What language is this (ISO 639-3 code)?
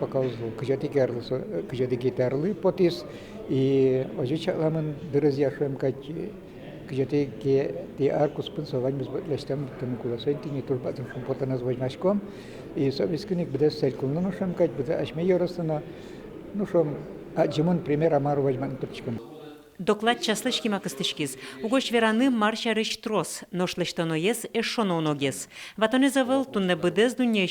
udm